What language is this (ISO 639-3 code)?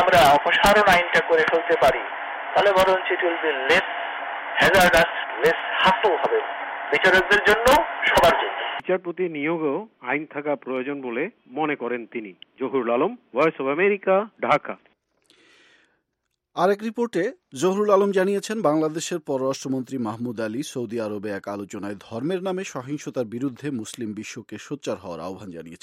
ben